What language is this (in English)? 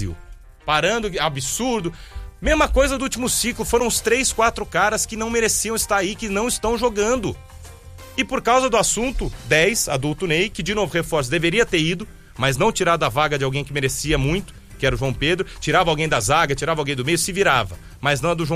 Portuguese